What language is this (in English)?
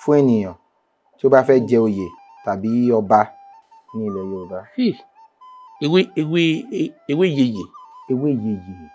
Yoruba